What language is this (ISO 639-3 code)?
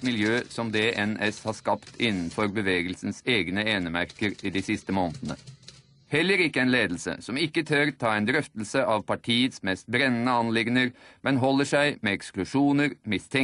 nor